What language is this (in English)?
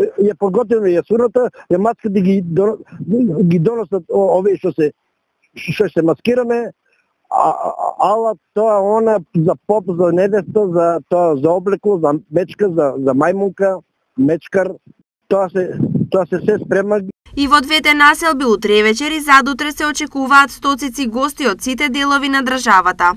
Macedonian